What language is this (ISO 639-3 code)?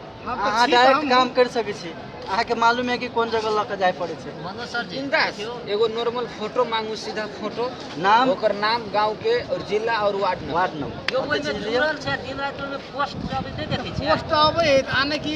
mai